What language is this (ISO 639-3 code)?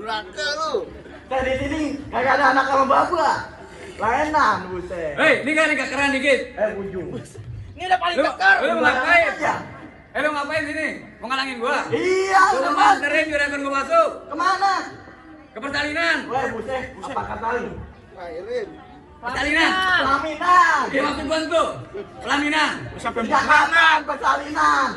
bew